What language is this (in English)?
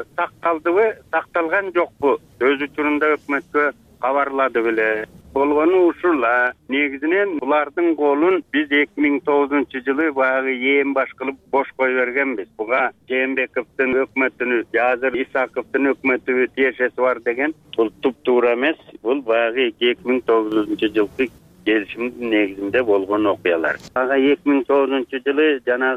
Kyrgyz